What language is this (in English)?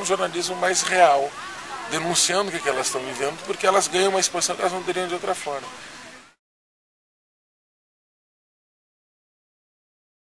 Portuguese